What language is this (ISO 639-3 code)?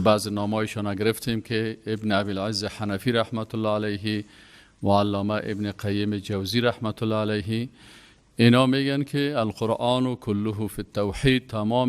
fas